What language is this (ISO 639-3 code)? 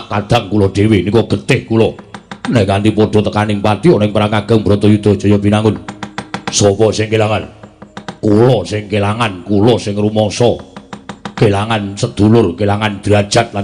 jav